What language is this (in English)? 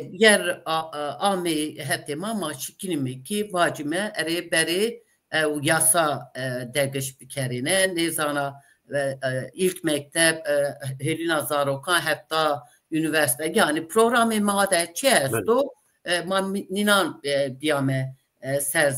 Zaza